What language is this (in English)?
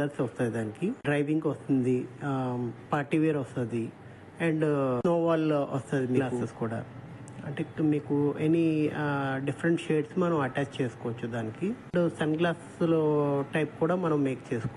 Telugu